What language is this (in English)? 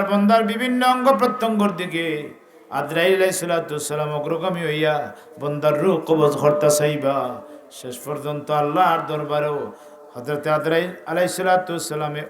Sylheti